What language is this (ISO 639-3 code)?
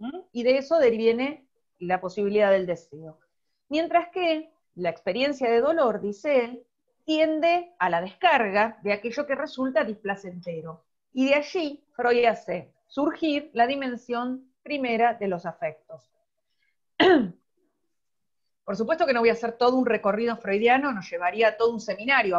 spa